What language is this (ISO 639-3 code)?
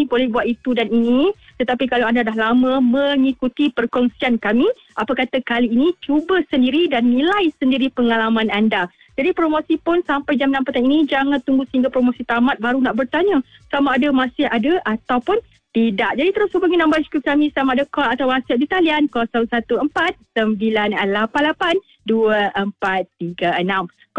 msa